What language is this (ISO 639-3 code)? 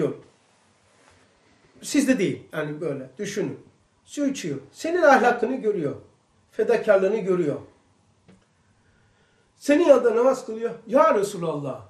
tur